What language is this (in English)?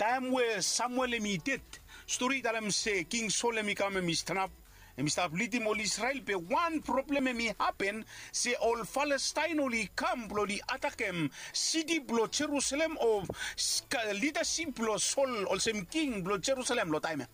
Bislama